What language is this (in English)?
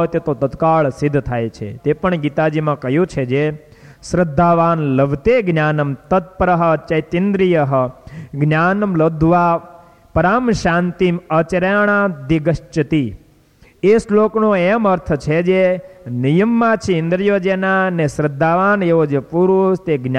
Gujarati